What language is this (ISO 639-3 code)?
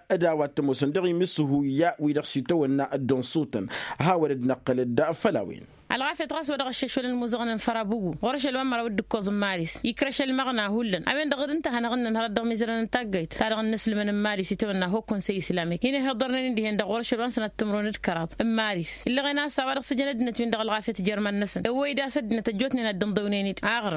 taq